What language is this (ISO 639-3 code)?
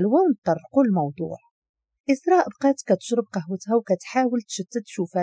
ary